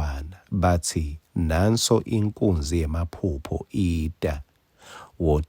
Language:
Swati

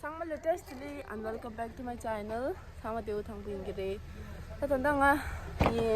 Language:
Tibetan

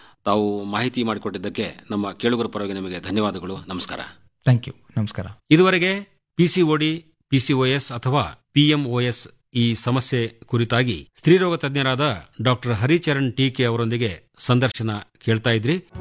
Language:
Kannada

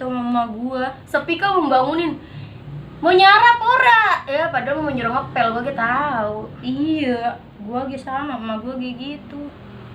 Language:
Betawi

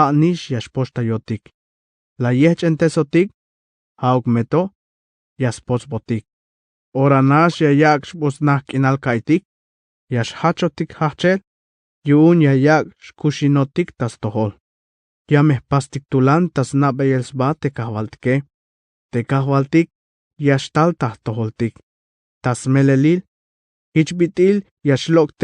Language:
Tzeltal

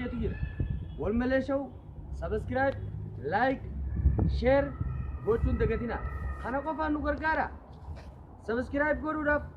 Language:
Oromo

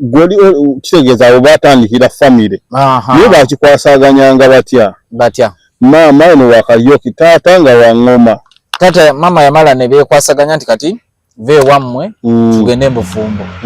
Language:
Ganda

